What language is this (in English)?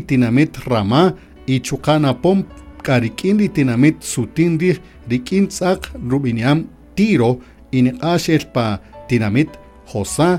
Kaqchikel